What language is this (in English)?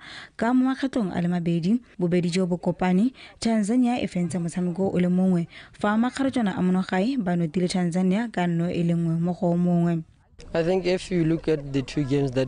Tswana